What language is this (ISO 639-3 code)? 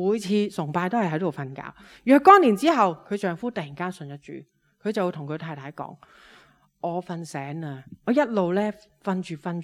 yue